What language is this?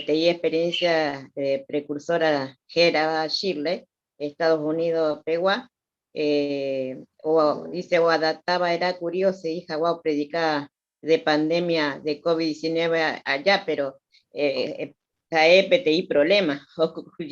Guarani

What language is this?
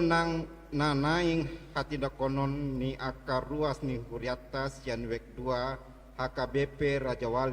Batak Toba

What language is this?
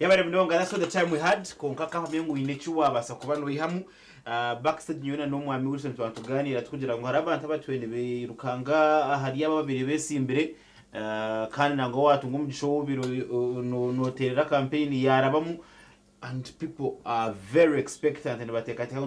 Nyankole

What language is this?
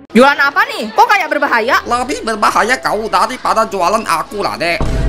Indonesian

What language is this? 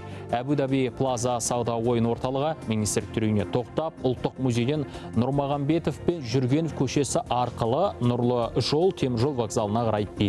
Kazakh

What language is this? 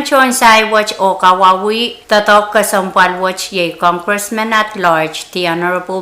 Pohnpeian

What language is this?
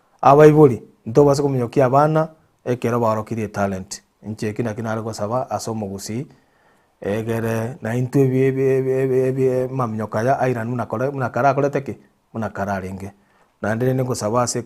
Gusii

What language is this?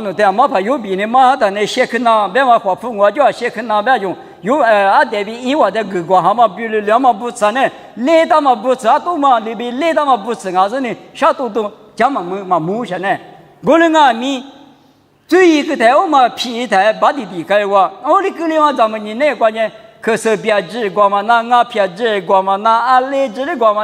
Lisu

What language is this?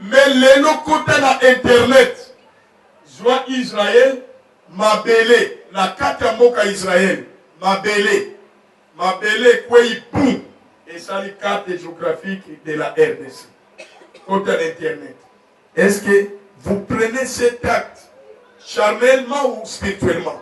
Lingala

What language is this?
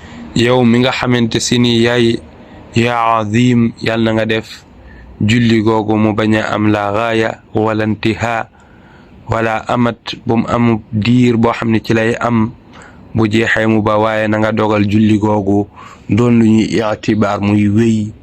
Wolof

